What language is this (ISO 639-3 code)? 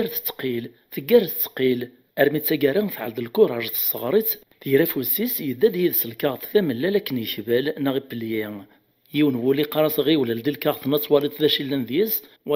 kab